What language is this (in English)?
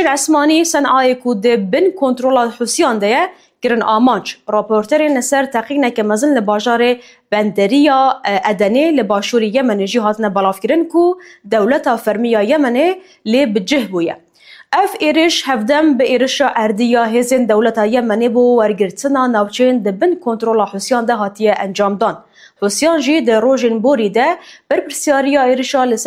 Kurdish